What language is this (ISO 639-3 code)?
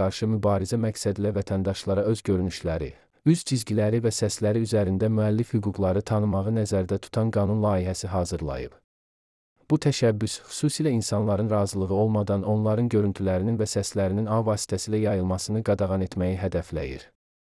aze